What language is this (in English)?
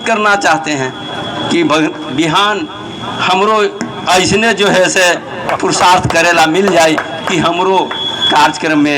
Magahi